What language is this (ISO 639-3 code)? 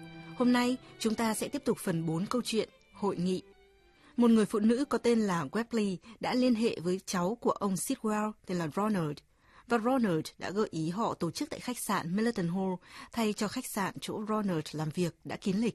vie